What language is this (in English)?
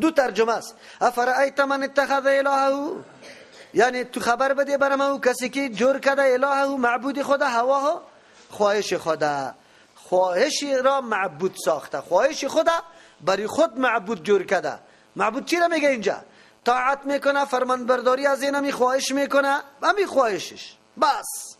Persian